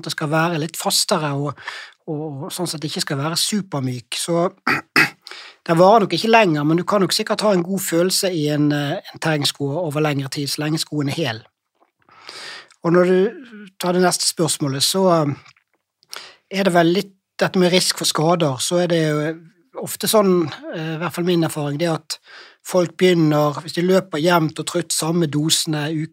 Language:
Norwegian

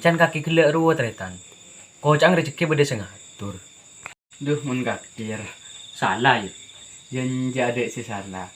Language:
Madurese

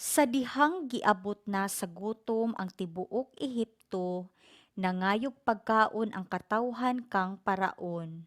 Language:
Cebuano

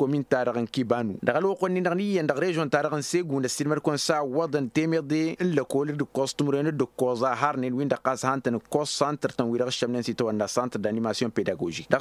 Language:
Tamasheq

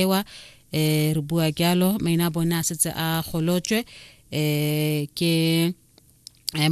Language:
Tswana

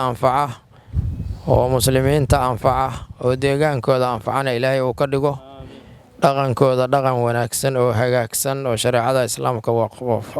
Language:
Somali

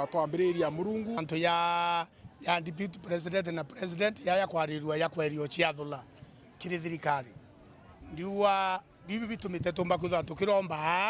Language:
Meru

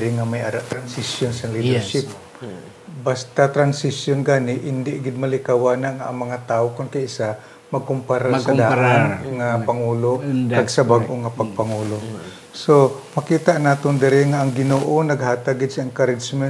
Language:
Hiligaynon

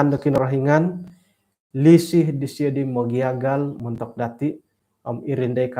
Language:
Central Dusun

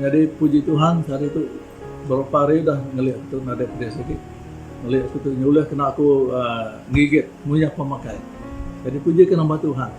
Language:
Iban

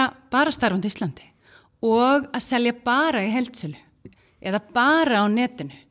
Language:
Icelandic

